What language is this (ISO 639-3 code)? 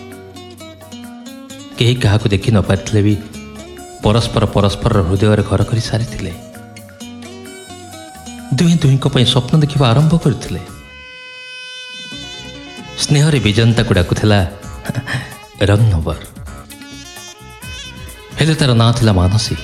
ori